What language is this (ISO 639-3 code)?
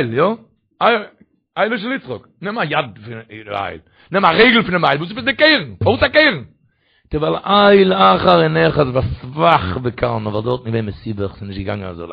yid